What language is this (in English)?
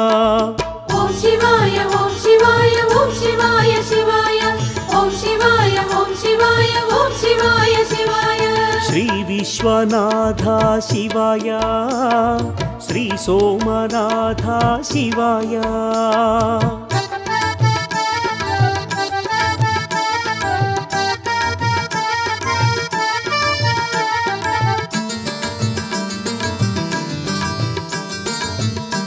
Telugu